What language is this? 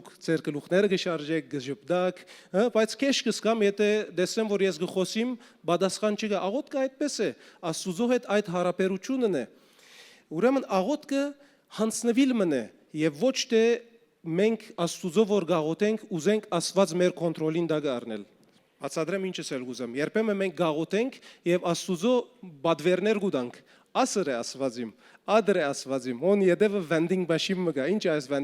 Western Armenian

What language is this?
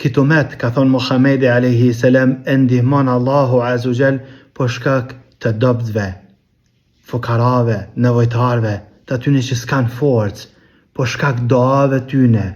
Albanian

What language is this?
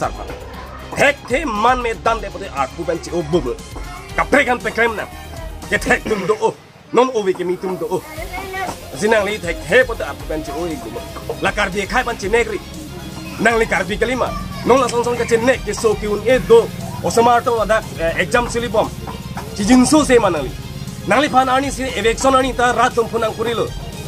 Karbi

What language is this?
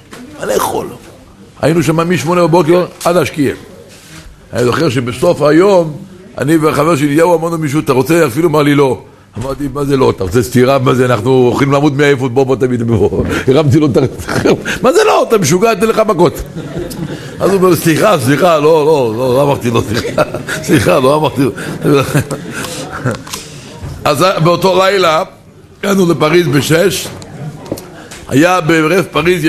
Hebrew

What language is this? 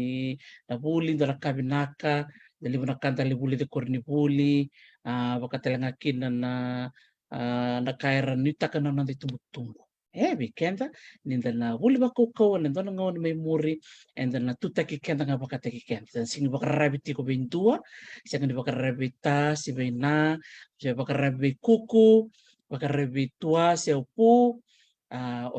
Fijian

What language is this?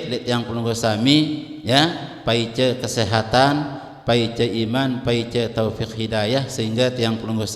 Sasak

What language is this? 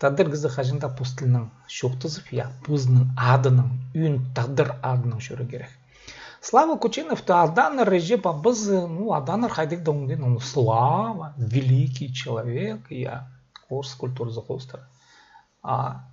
Khakas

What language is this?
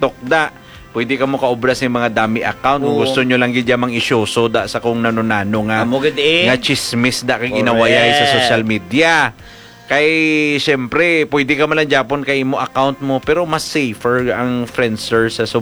Hiligaynon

